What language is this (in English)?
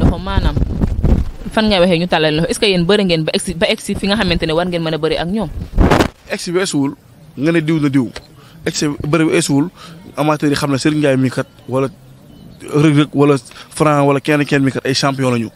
Wolof